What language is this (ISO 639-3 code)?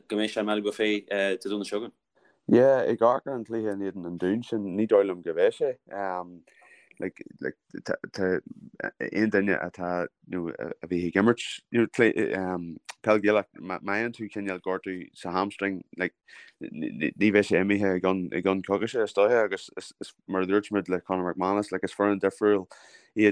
gle